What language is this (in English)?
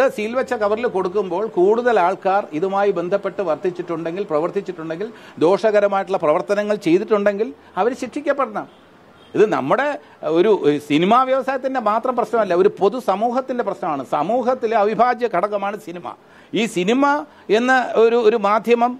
Malayalam